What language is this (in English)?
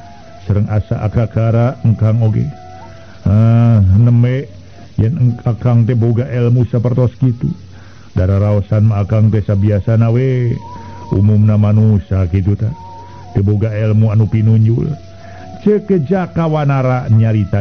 Sundanese